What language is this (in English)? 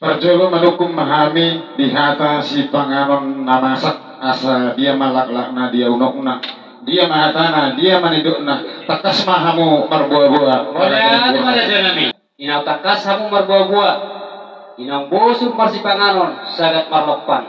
Batak Toba